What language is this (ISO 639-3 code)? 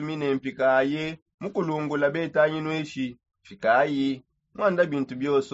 sop